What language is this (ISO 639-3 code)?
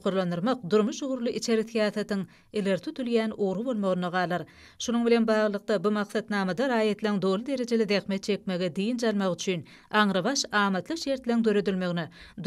tuk